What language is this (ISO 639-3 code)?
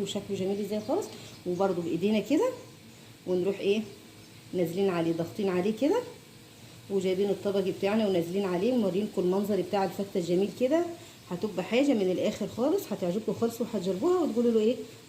arz